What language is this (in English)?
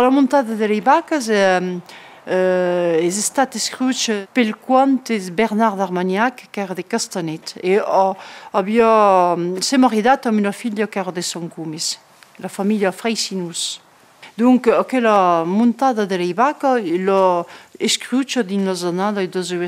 Occitan